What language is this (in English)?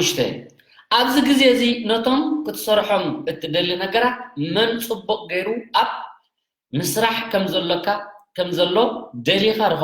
Tigrinya